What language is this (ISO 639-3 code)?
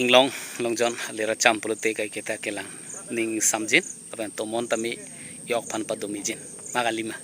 mjw